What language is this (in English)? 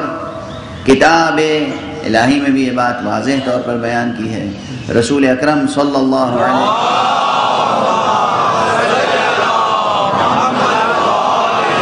Urdu